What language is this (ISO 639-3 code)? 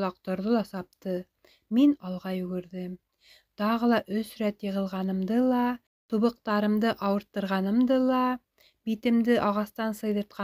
bak